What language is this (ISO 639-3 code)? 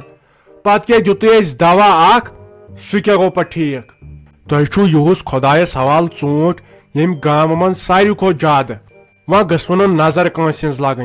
kas